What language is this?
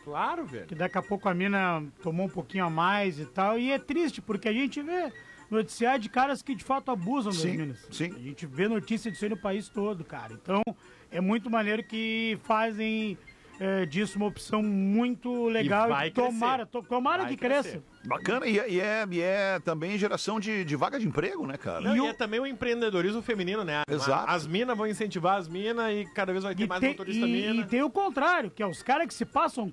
Portuguese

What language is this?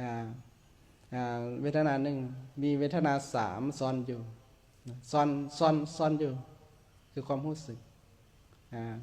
Lao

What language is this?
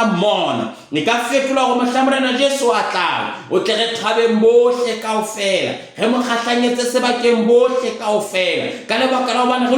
Southern Sotho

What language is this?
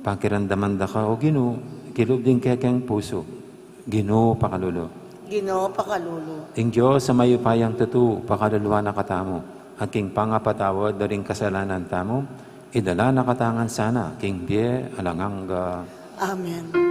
Pampanga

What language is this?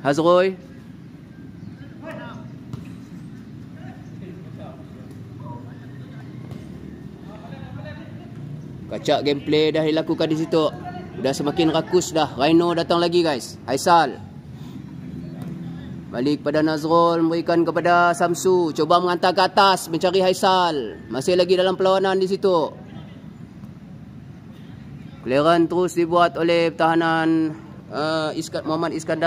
Malay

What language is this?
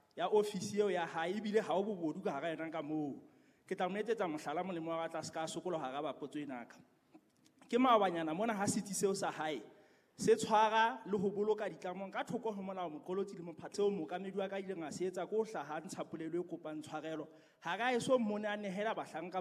Southern Sotho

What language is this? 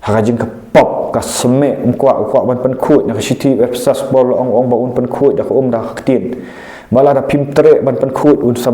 Khasi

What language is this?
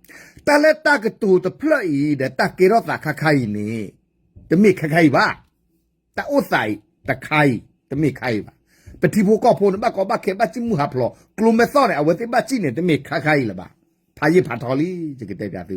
S'gaw Karen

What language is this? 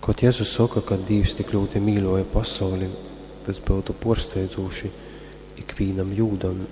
Latgalian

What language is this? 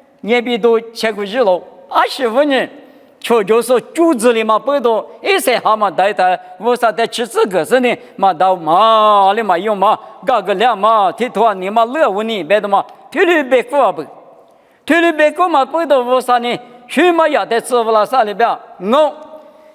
Lisu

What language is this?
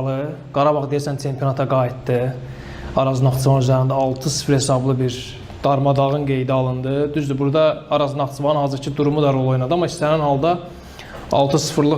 Azerbaijani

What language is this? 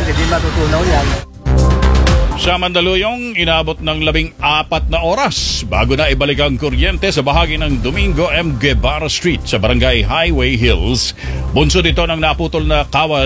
Filipino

